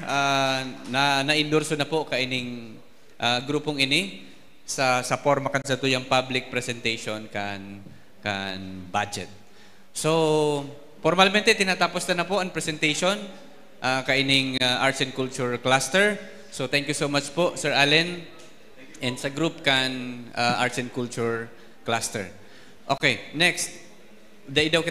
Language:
Bikol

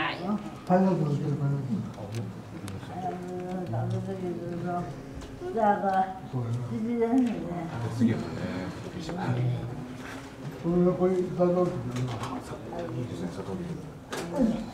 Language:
Japanese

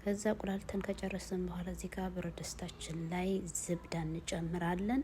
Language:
Amharic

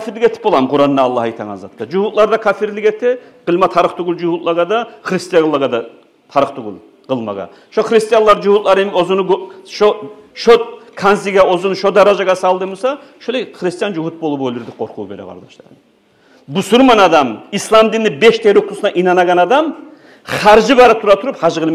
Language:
Kumyk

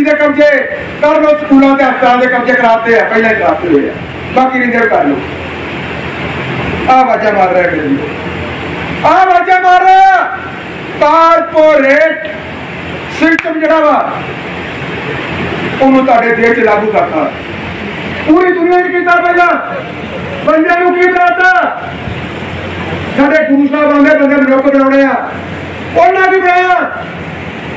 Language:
Punjabi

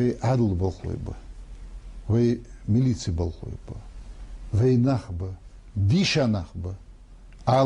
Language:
Ingush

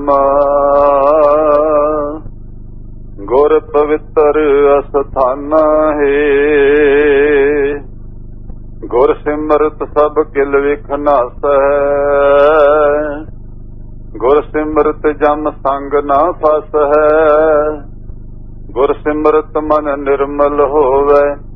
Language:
Punjabi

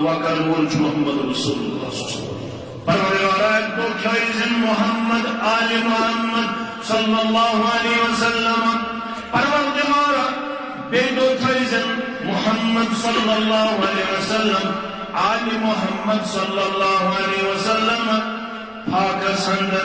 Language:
Kashmiri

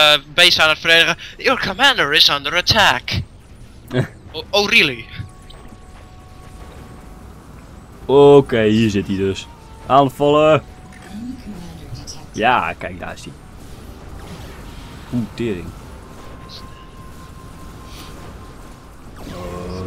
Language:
Dutch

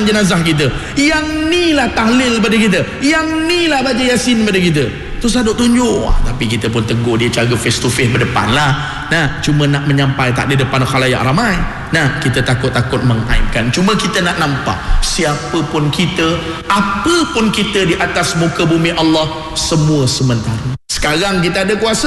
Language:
Malay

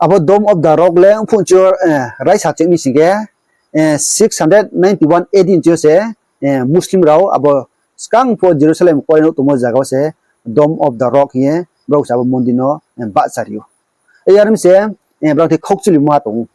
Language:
Riang (India)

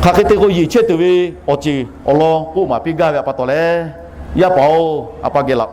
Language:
Lahu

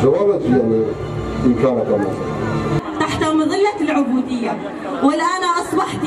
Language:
Kurdish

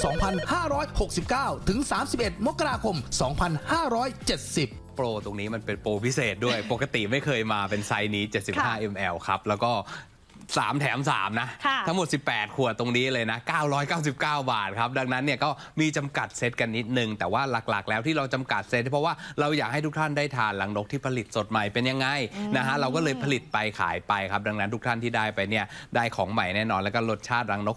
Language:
Thai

